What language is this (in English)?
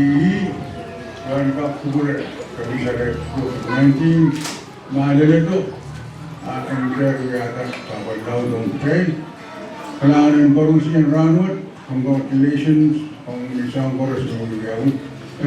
Pohnpeian